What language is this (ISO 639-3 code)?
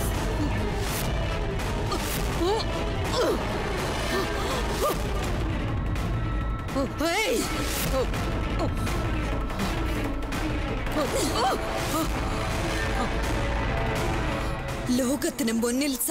mal